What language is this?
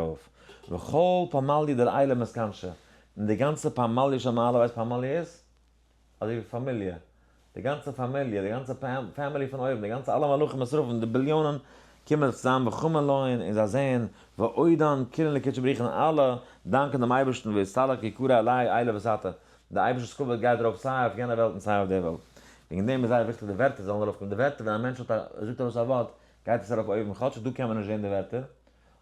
Yiddish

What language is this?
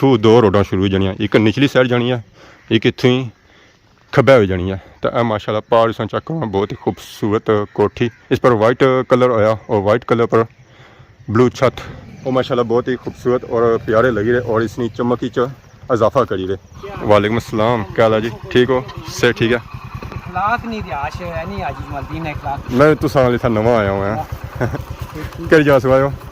Pahari-Potwari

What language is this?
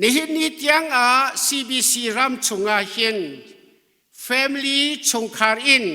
Hakha Chin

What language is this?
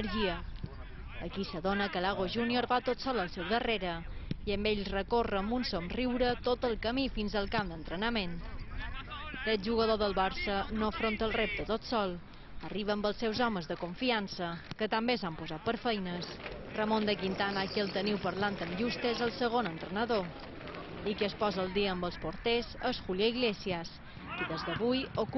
Catalan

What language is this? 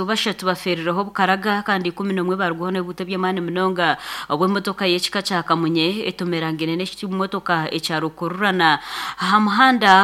Nyankole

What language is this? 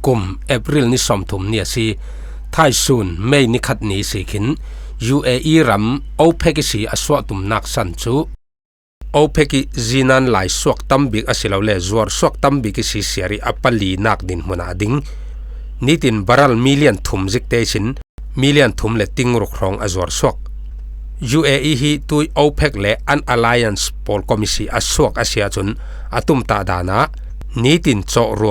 Falam Chin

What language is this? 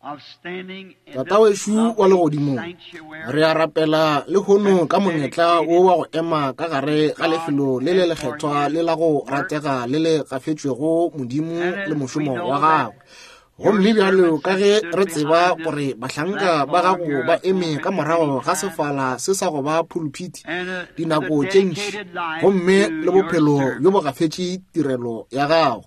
Northern Sotho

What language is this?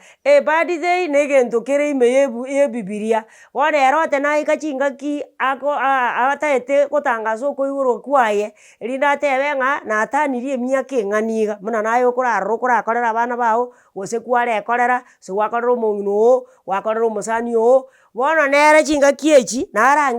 Gusii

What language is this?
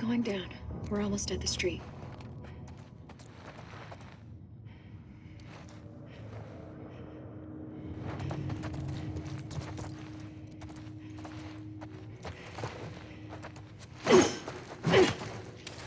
English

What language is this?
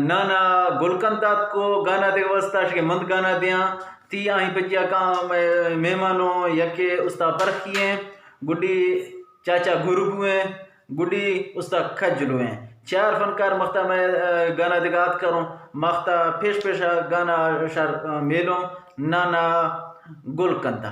Eastern Balochi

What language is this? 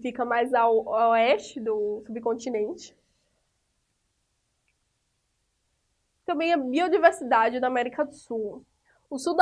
Portuguese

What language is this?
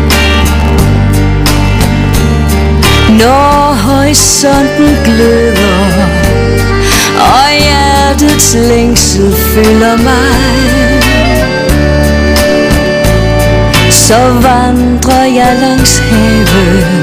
Danish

